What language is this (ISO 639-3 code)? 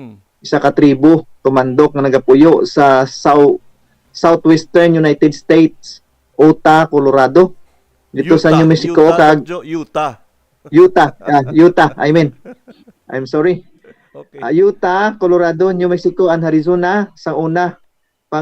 hil